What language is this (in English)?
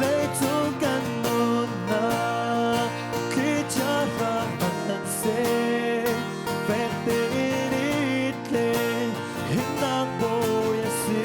Hakha Chin